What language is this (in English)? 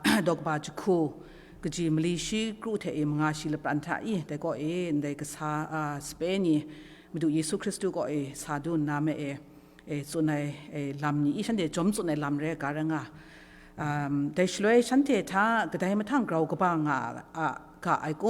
Kachin